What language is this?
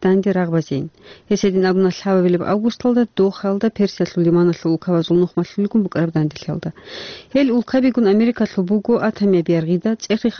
Avaric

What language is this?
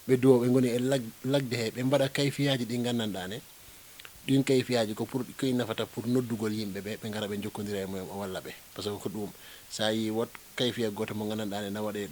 Fula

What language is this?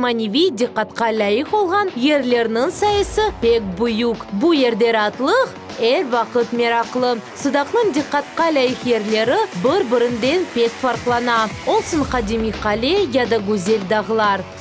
Crimean Tatar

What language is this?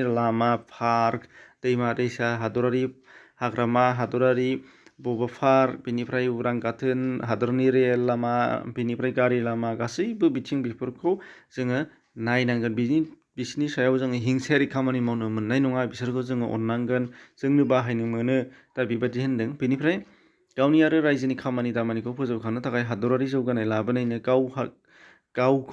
Bodo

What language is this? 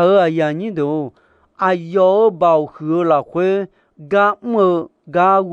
Akha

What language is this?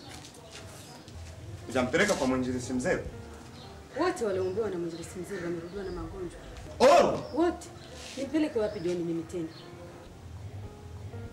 Swahili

